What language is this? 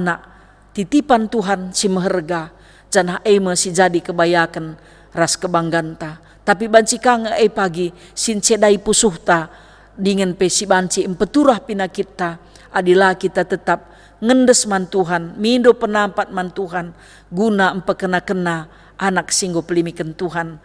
Batak Karo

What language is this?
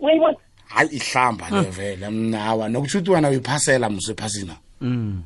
South Ndebele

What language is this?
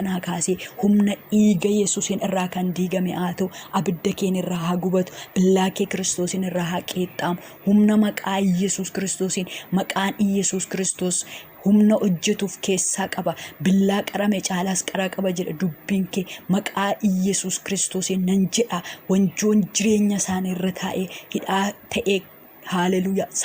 Oromo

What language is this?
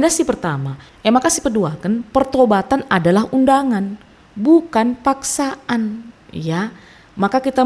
Batak Karo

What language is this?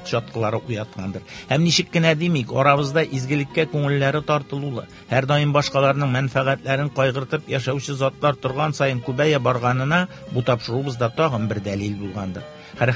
Tatar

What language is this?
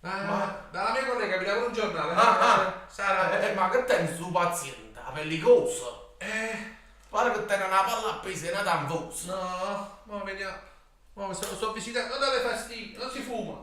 Neapolitan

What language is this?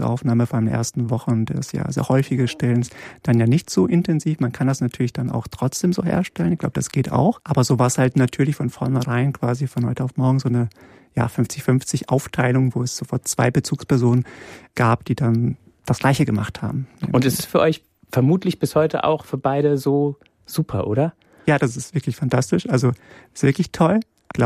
German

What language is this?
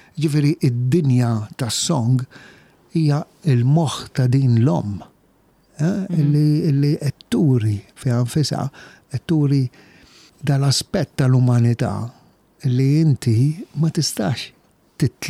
Maltese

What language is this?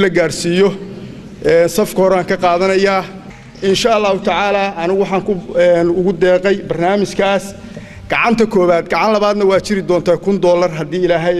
Somali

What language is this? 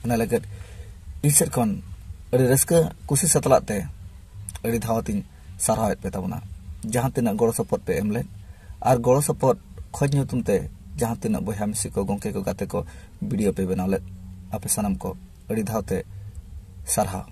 Santali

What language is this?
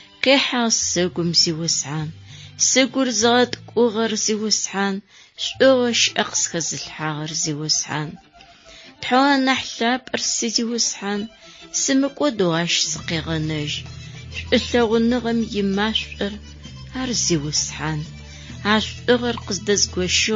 Adyghe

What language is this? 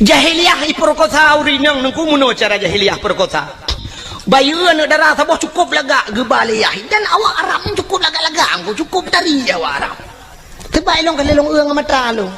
Achinese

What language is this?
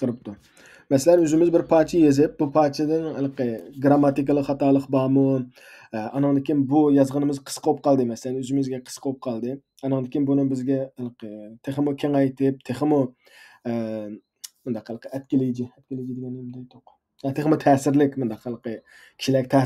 Uyghur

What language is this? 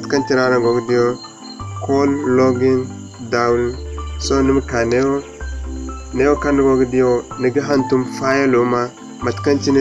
Zarma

